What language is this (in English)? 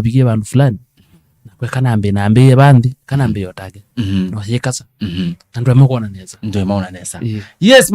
Kamba